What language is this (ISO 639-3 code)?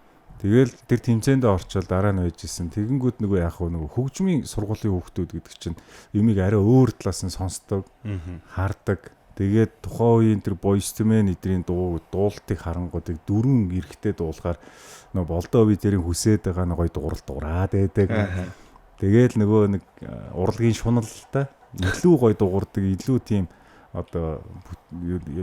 mon